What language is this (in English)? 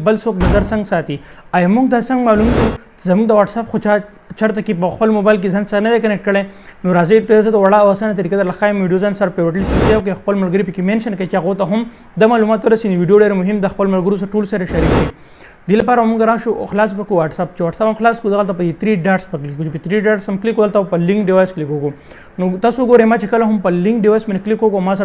Pashto